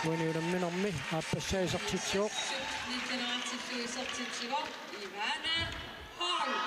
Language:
Kalaallisut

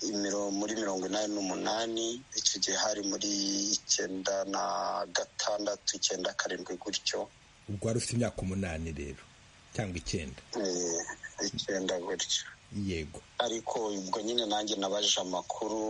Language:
Kinyarwanda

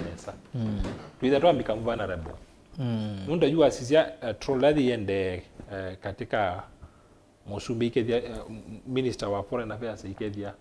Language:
Kamba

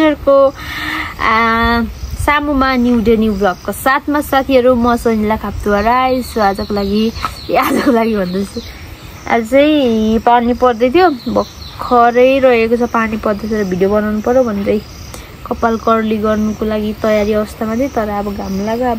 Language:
Nepali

